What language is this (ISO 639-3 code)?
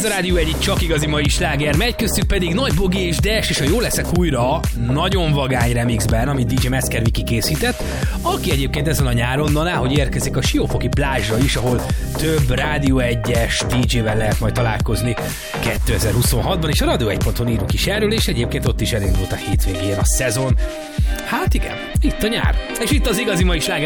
hun